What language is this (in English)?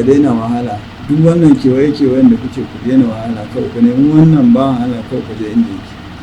Hausa